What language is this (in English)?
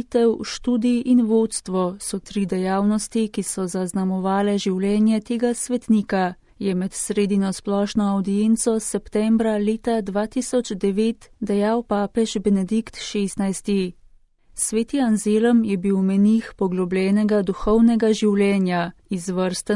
Slovenian